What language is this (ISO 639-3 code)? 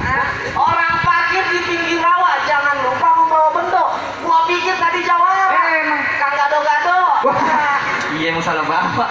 bew